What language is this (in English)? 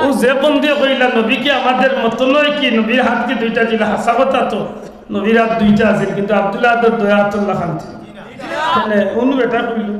Sylheti